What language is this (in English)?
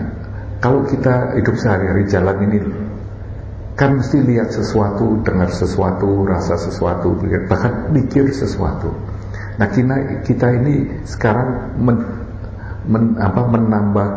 Indonesian